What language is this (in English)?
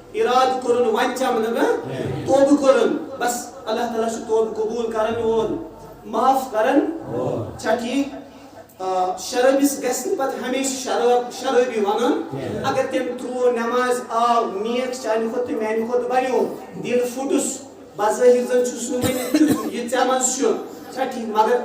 Kashmiri